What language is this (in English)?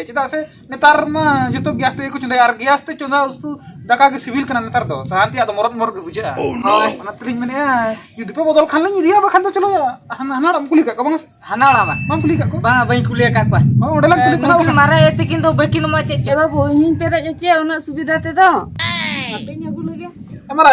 Santali